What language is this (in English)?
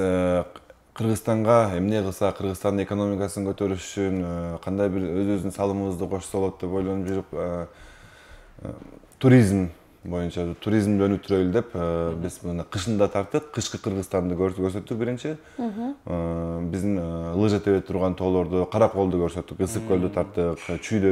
Kyrgyz